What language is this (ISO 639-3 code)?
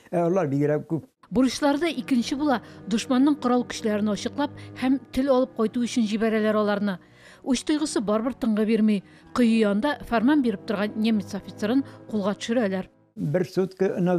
tat